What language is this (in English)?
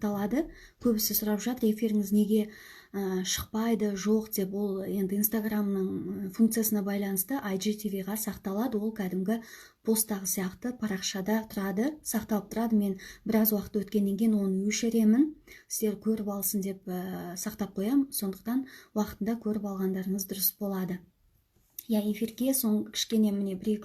Kazakh